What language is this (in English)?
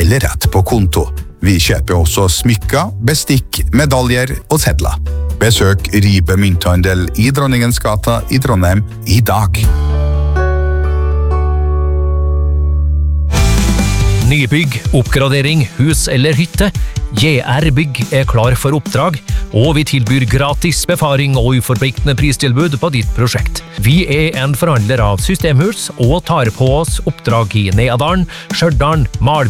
Norwegian